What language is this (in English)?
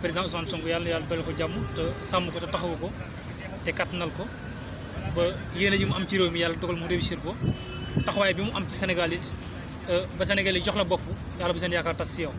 Wolof